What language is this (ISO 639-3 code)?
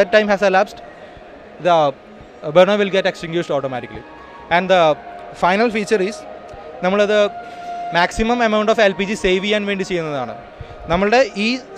mal